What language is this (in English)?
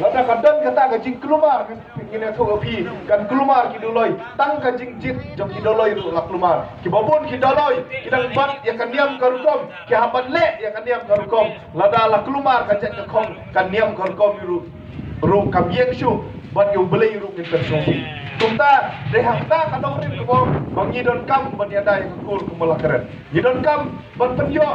Khasi